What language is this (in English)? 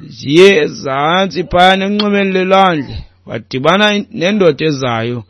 Xhosa